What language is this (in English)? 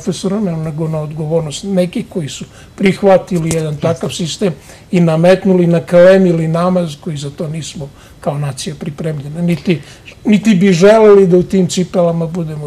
Serbian